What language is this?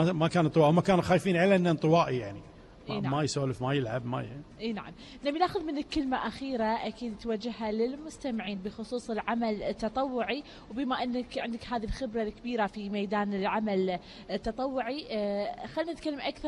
Gulf Arabic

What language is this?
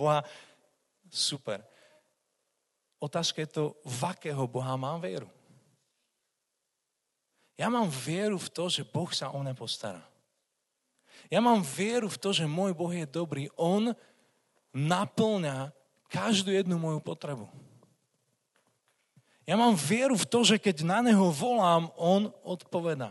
Slovak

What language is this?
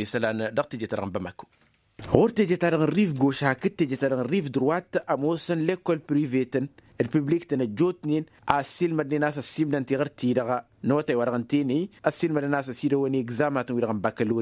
Tamasheq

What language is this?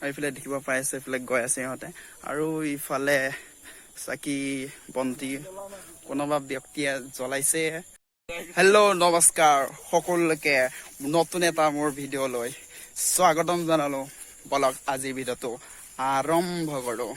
Assamese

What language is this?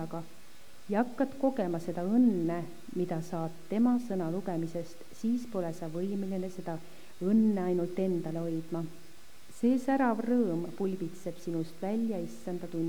Estonian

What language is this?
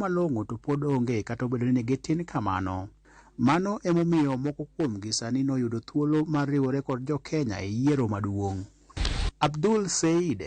Luo (Kenya and Tanzania)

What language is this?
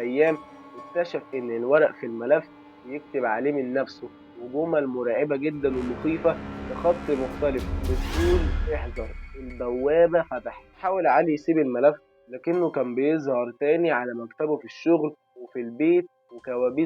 Egyptian Arabic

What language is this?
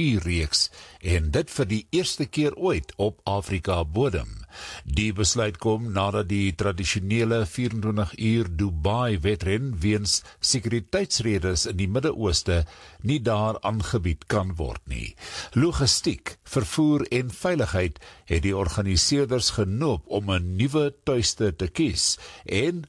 Afrikaans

